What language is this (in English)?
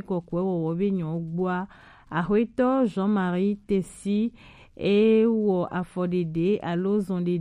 Gen